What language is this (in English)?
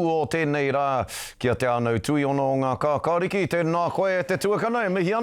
Māori